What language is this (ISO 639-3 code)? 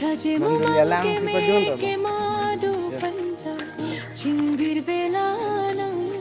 mjw